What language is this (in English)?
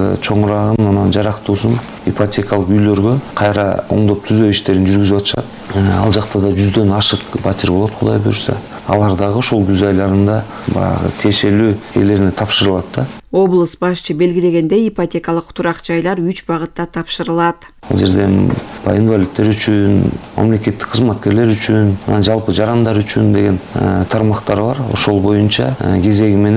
Kyrgyz